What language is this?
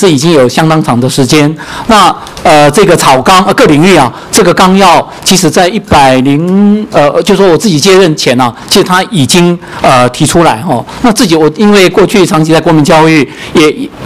Chinese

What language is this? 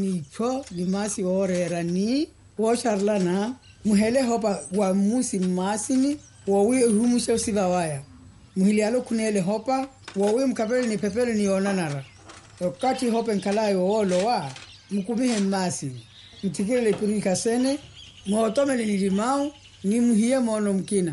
Makhuwa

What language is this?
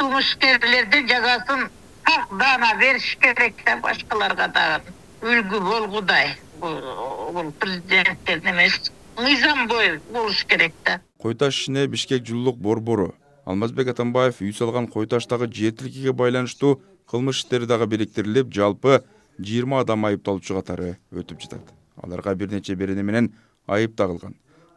Kyrgyz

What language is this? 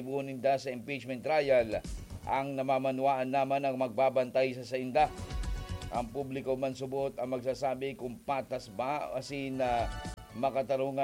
Bikol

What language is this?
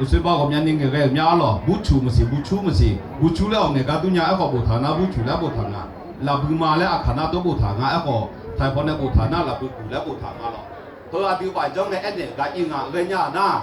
Akha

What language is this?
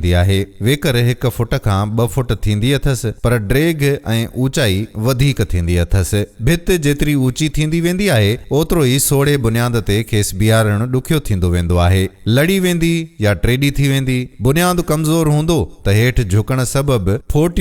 Sindhi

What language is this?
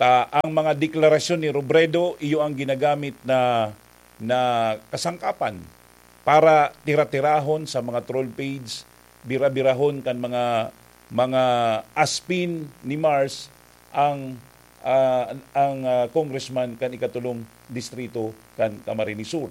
Bikol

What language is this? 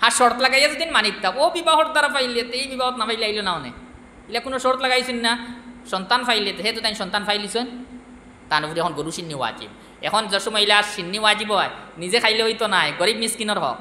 Sylheti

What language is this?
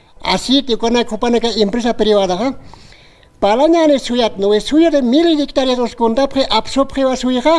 Aymara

